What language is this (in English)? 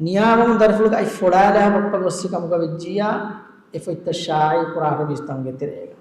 Divehi